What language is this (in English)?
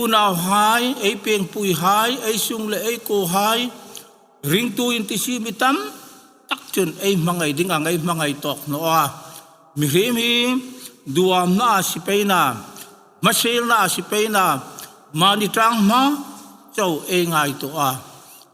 Hmar